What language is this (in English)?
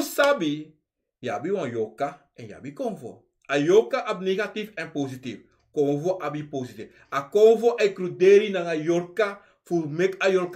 Sranan Tongo